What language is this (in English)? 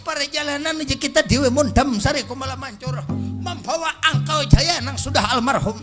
Banjar